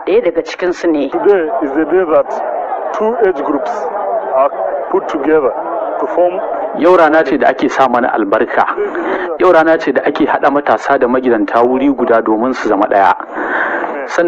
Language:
Hausa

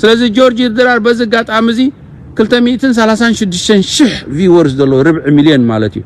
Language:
Tigrinya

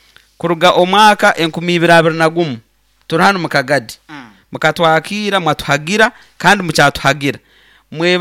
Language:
Nyankole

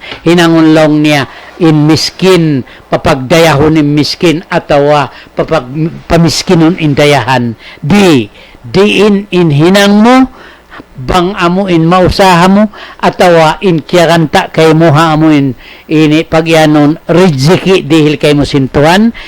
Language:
Tausug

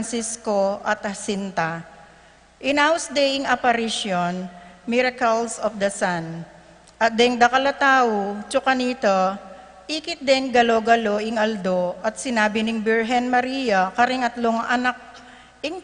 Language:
Pampanga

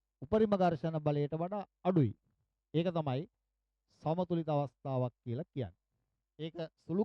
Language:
Sinhala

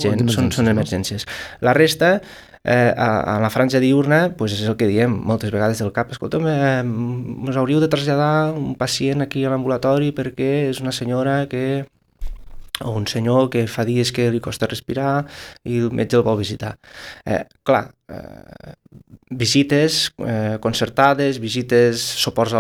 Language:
Catalan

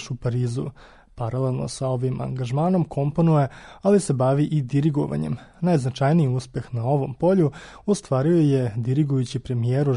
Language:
Serbian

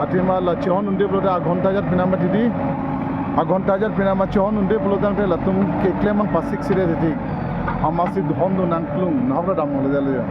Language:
Karbi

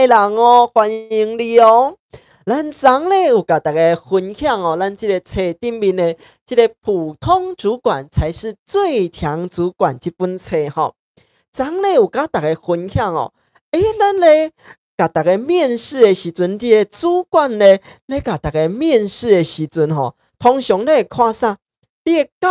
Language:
Min Nan Chinese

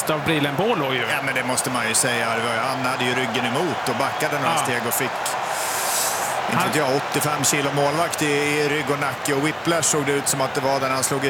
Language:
Swedish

